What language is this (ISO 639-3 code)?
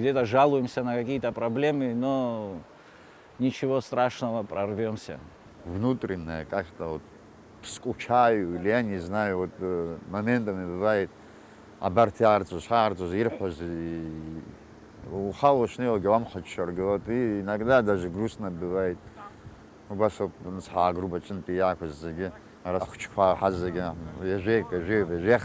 abk